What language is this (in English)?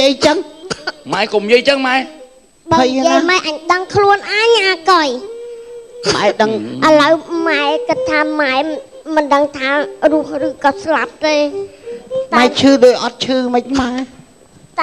Khmer